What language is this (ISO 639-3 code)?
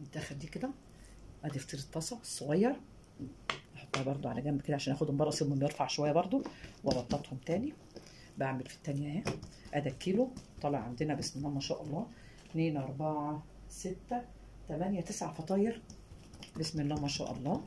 arz